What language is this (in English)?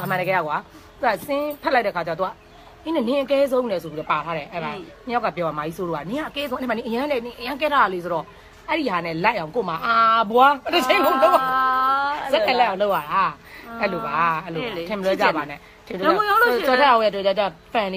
Burmese